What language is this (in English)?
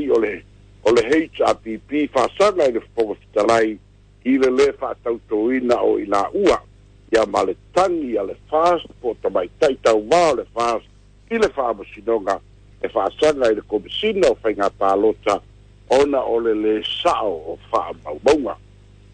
Samoan